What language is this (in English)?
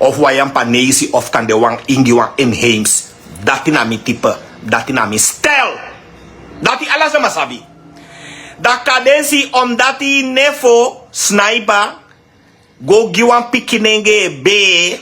Sranan Tongo